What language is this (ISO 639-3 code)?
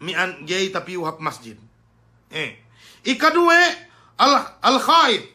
yka